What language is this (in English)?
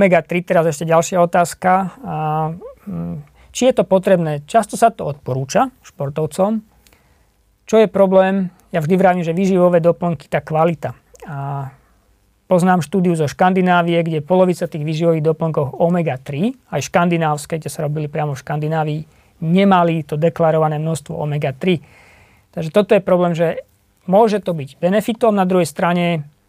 Slovak